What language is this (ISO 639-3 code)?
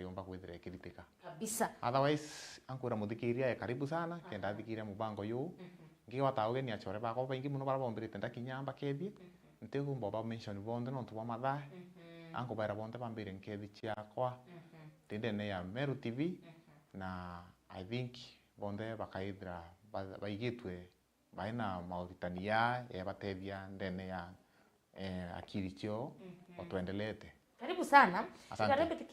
mer